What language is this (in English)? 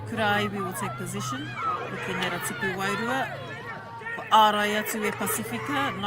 Māori